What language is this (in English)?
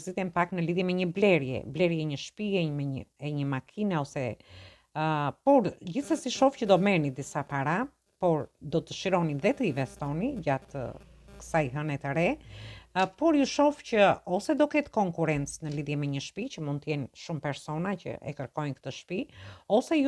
Albanian